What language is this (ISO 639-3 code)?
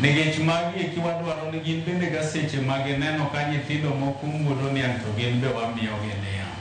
luo